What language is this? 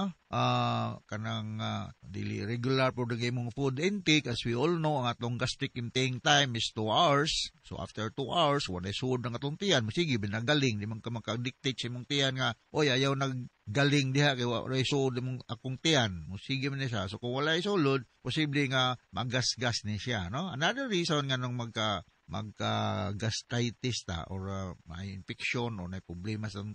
Cebuano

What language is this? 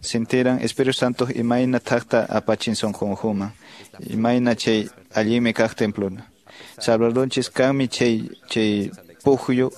Quechua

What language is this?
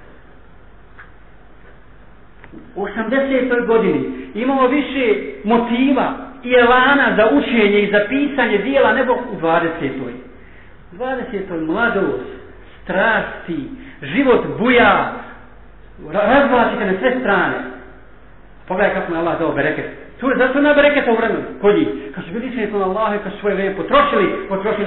Bosnian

